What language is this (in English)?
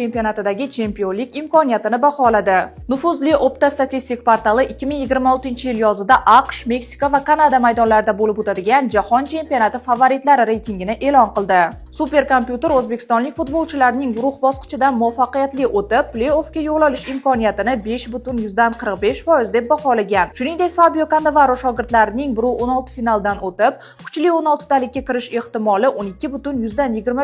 Uzbek